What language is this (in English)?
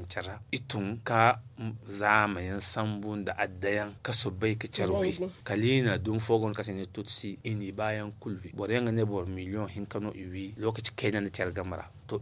Zarma